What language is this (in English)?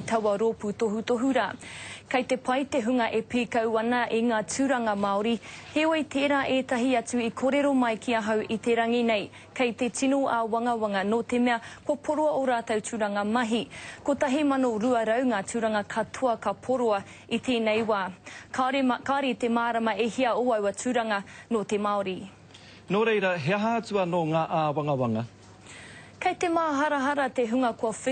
Māori